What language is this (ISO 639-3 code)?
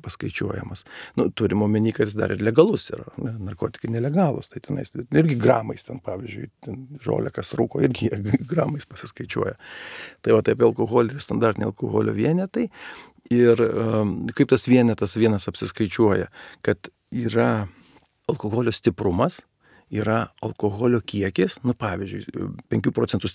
lit